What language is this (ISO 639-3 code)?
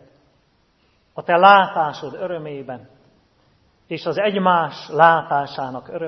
hun